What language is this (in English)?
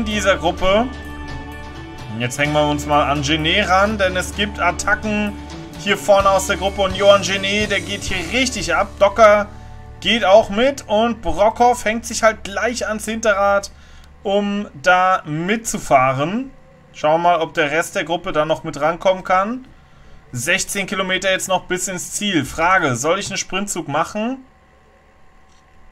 German